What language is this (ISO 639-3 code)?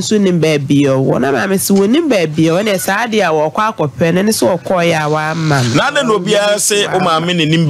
aka